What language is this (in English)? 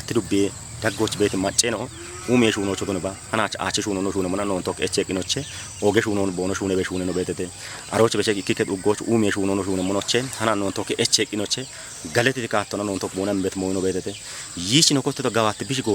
Kafa